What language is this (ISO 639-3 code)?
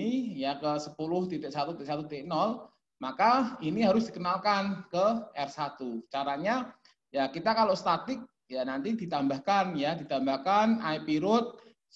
ind